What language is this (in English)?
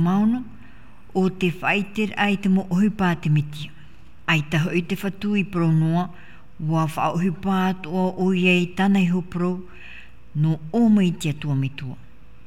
Tahitian